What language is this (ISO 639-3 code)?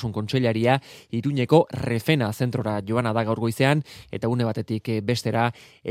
eus